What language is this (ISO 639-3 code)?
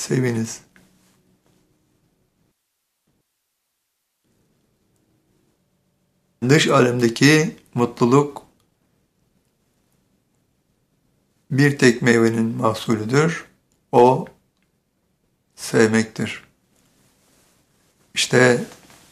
tur